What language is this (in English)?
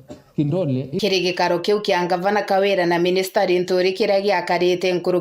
Meru